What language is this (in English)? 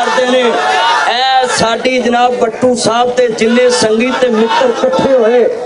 Western Panjabi